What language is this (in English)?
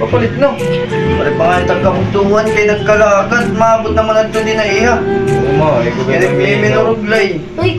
Waray